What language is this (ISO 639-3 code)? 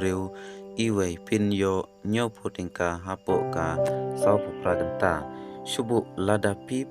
kha